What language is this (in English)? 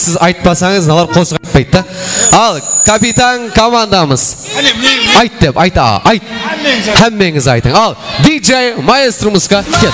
Kara-Kalpak